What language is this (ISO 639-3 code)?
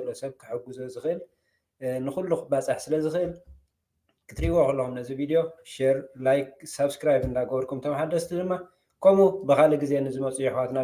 tir